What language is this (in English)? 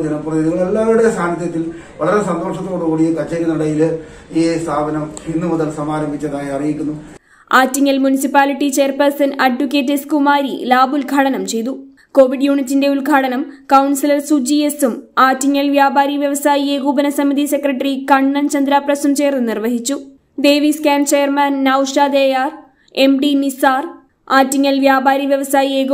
Malayalam